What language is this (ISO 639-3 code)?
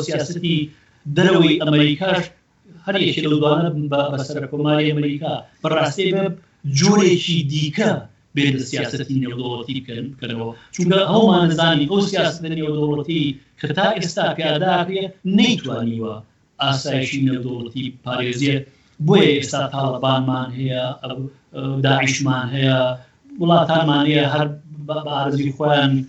ckb